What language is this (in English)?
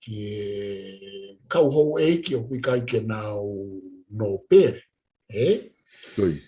Tongan